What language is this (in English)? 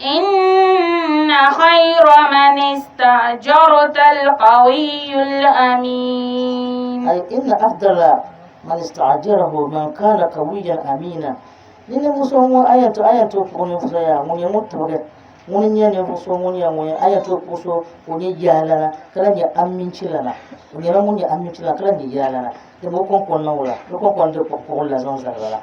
Dagbani